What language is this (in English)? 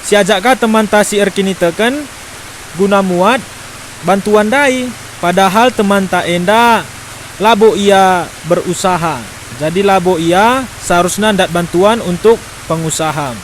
Batak Karo